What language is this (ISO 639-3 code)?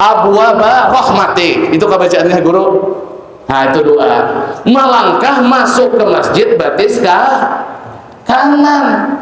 bjn